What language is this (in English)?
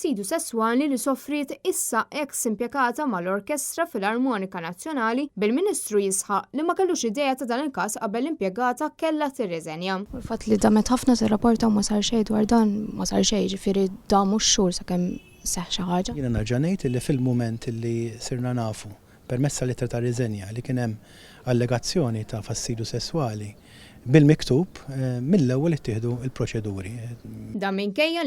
Maltese